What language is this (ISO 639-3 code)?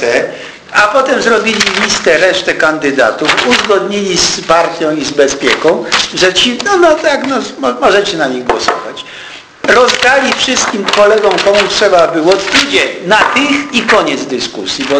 pol